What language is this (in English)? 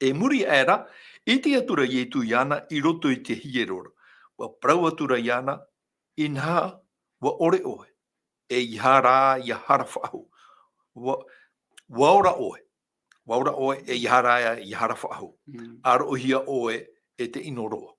Tahitian